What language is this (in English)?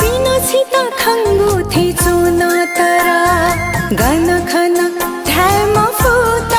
Newari